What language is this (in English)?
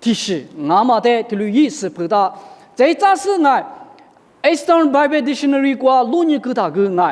Lisu